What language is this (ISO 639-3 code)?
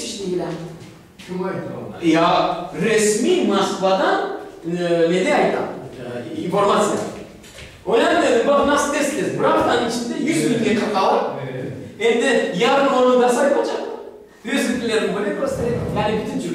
crh